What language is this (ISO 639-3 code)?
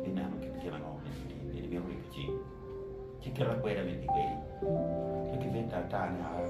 ach